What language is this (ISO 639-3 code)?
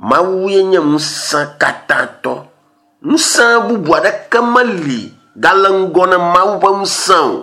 ewe